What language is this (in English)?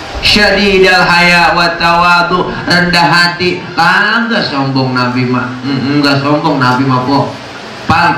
Betawi